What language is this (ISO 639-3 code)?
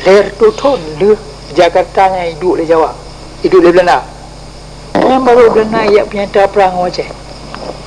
ace